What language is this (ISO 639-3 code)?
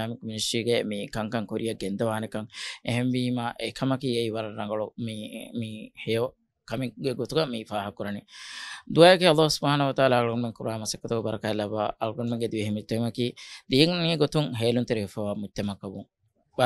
div